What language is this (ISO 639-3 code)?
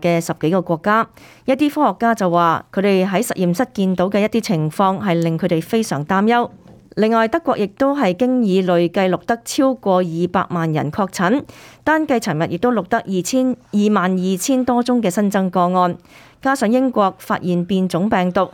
yue